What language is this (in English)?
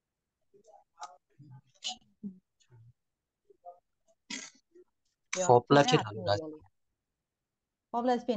Burmese